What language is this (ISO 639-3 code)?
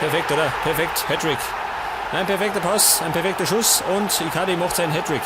bar